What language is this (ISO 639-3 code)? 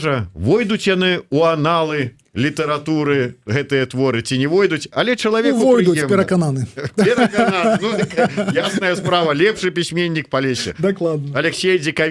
bel